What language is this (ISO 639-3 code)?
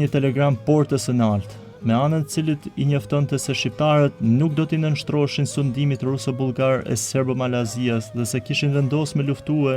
sqi